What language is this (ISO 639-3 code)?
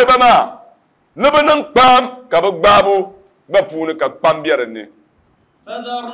dag